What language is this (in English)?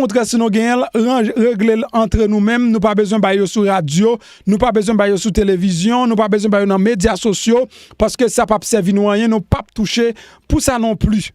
Haitian Creole